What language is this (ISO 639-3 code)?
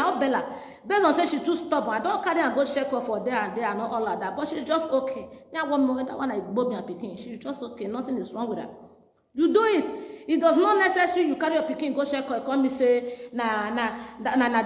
pcm